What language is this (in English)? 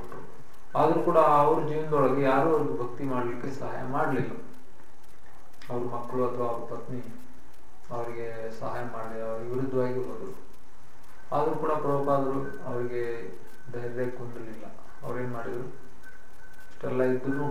Kannada